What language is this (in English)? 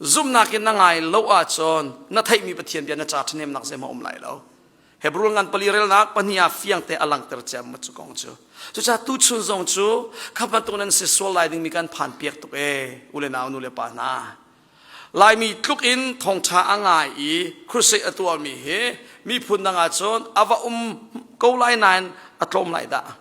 Hakha Chin